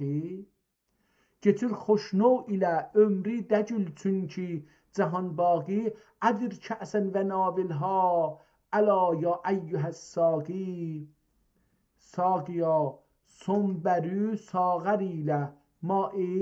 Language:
South Azerbaijani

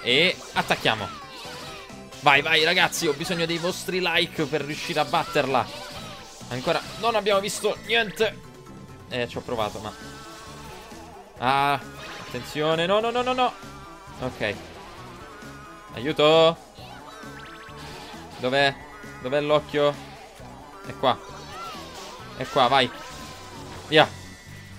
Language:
Italian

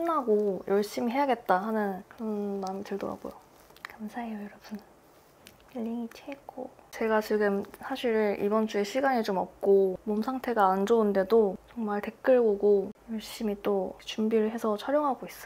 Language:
Korean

